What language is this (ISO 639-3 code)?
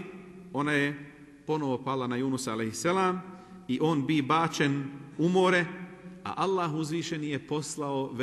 bos